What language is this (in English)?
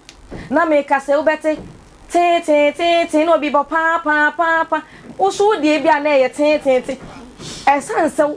Akan